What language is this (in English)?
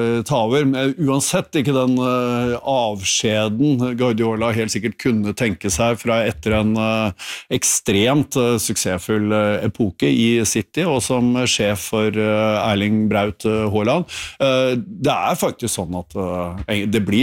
Norwegian